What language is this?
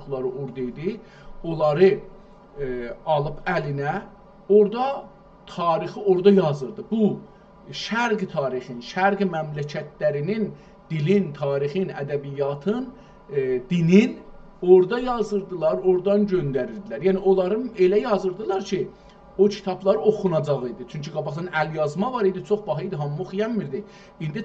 South Azerbaijani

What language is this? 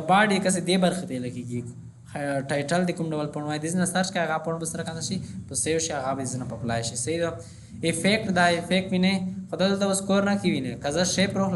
Pashto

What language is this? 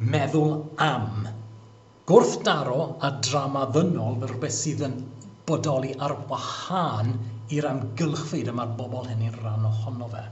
Welsh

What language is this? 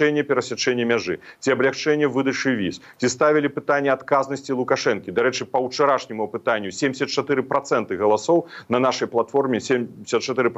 Belarusian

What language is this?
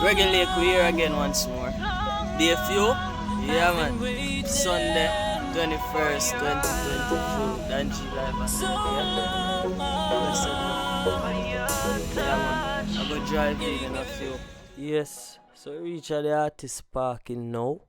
Jamaican Creole English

